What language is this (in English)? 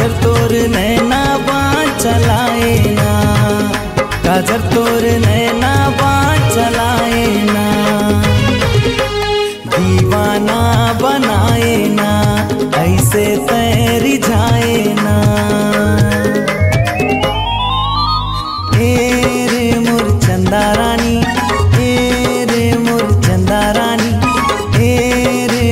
Chhattisgarhi